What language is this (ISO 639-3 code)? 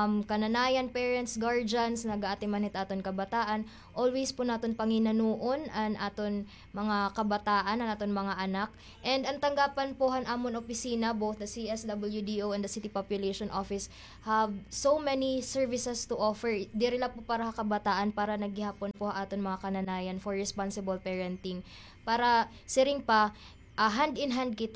war